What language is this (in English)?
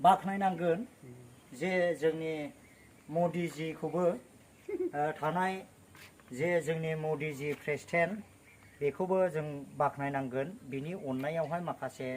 Bodo